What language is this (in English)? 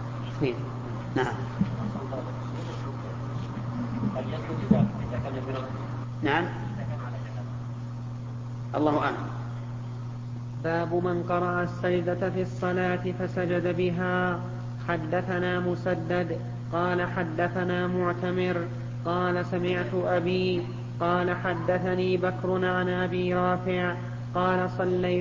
Arabic